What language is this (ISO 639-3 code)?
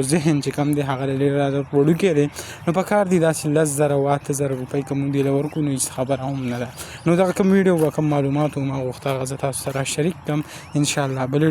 pus